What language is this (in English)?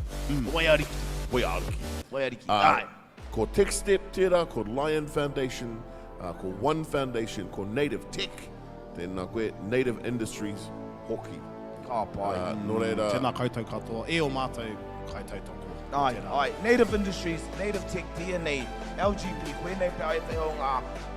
Māori